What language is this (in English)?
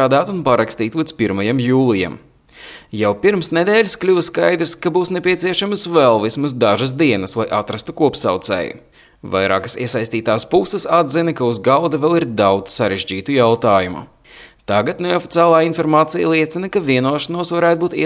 Latvian